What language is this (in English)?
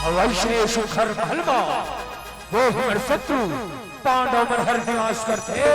Chhattisgarhi